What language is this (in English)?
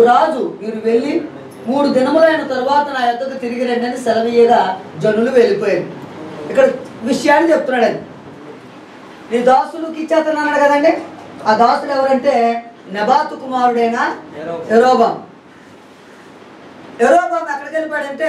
Telugu